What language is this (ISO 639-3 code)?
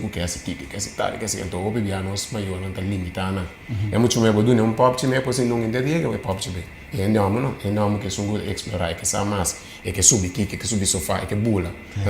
pap